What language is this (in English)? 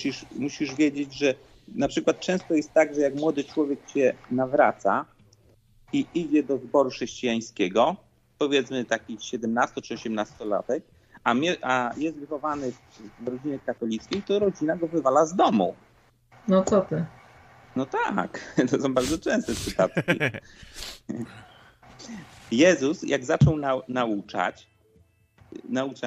Polish